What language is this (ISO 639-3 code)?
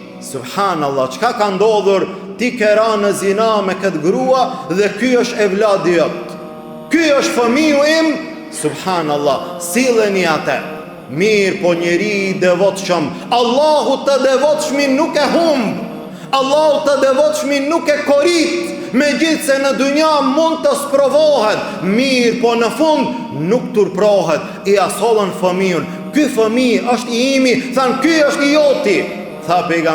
sqi